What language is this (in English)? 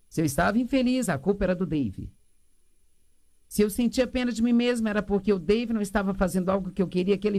Portuguese